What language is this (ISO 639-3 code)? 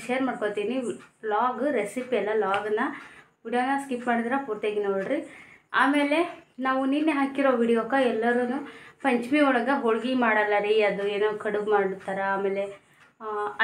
kan